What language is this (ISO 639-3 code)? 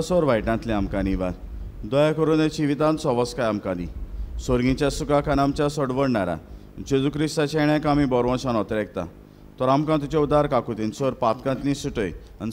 kok